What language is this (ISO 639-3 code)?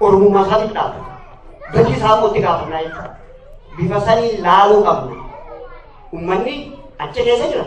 orm